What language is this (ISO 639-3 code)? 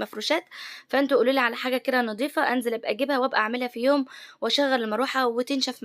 arz